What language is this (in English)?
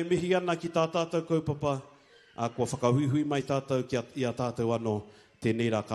Māori